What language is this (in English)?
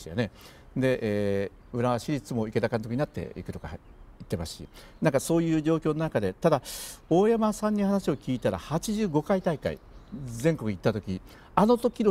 Japanese